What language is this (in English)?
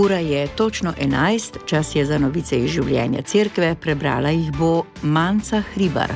Slovenian